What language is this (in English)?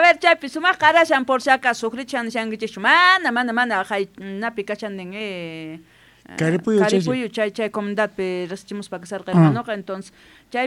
South Bolivian Quechua